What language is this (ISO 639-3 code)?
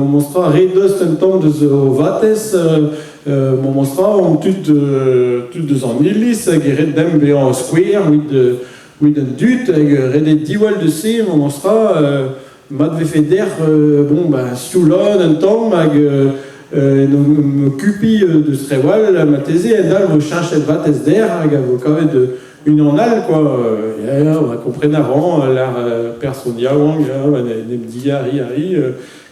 bre